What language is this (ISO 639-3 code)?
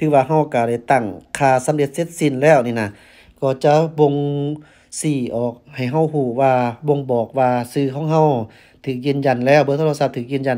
lao